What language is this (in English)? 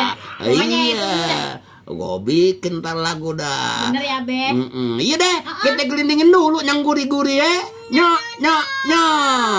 Betawi